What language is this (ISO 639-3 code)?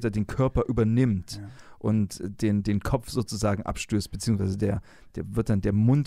deu